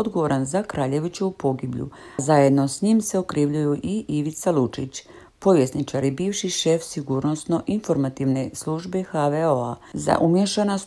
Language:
Croatian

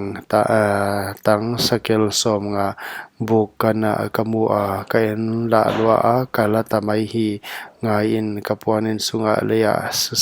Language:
Paite Chin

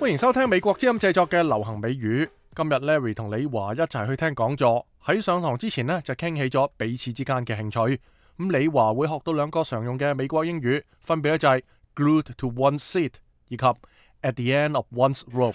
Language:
Cantonese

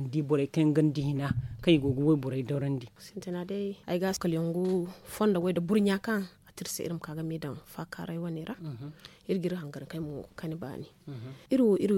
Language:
Zarma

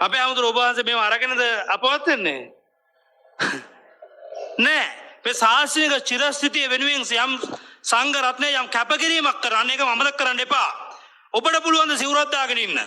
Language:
Sinhala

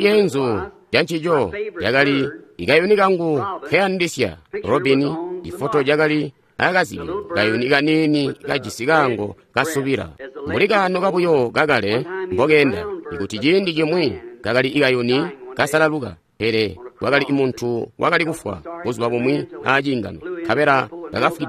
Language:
Tonga (Zambia)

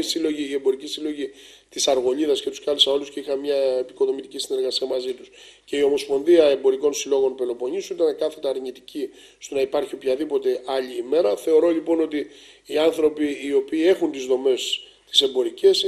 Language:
Greek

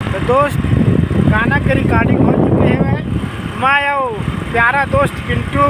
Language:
Chhattisgarhi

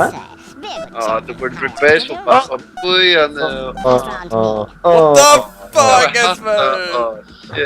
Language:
Faroese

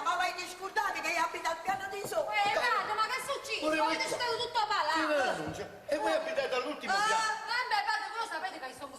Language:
Neapolitan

